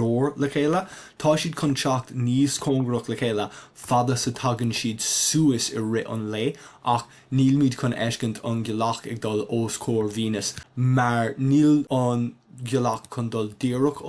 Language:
Irish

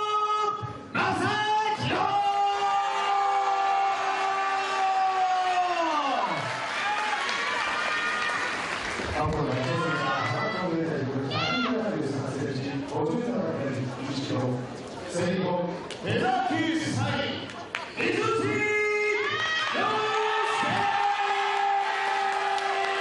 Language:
Japanese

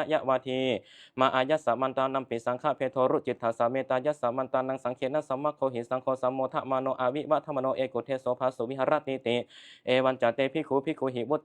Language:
Pali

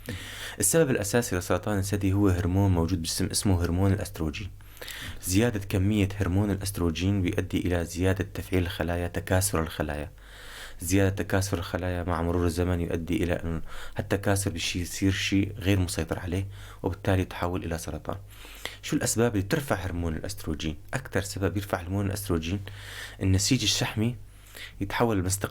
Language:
North Levantine Arabic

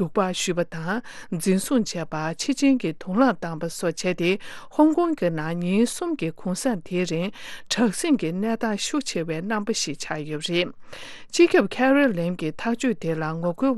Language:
Tibetan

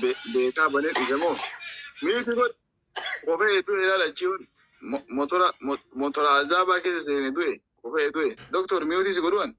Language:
Oromo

